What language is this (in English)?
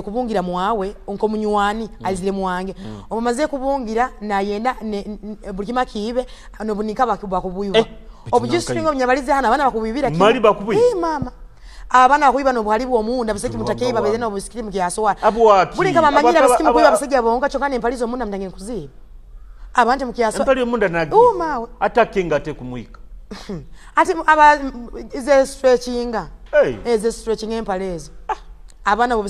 Tooro